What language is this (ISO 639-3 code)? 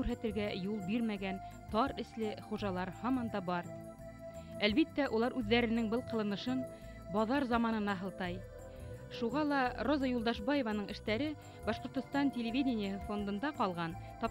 bak